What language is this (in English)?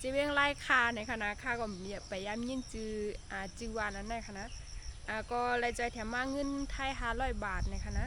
Shan